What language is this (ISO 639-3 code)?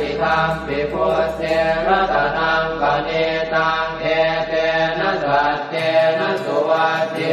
pli